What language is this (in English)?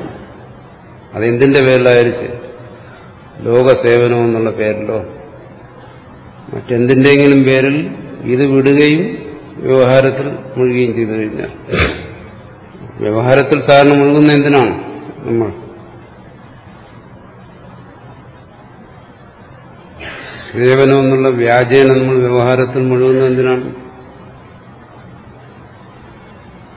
Malayalam